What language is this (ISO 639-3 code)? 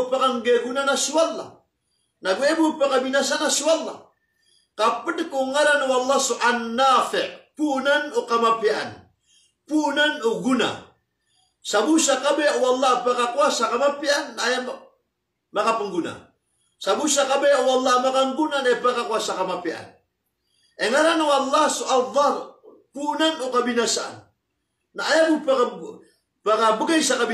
mrw